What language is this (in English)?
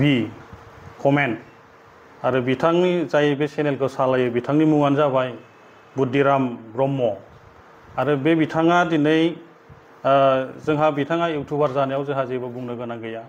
Bodo